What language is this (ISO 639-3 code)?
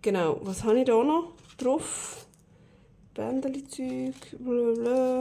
gsw